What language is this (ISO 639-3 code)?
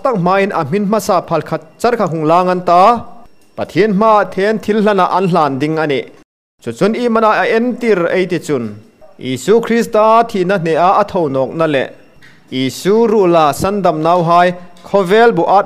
hmr